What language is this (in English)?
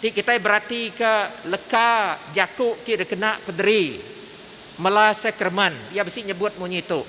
Iban